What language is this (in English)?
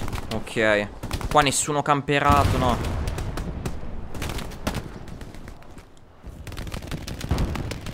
Italian